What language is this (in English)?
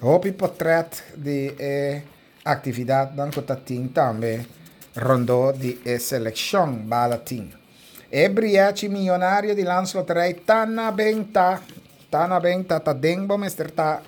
Papiamento